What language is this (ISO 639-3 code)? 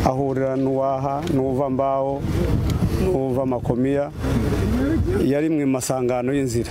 kin